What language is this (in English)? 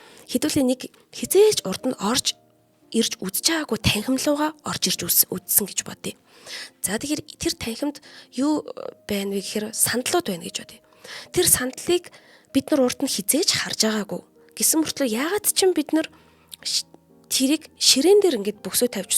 Mongolian